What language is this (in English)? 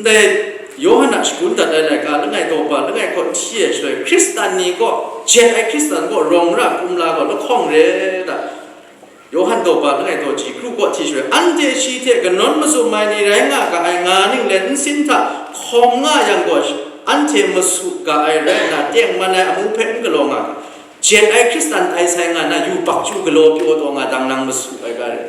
Kachin